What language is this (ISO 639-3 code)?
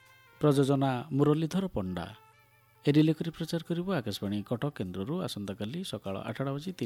ori